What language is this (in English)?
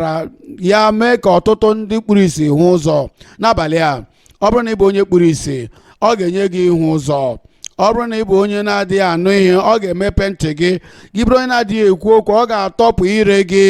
Igbo